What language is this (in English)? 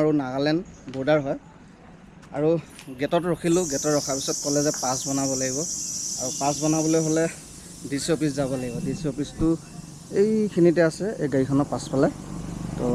Assamese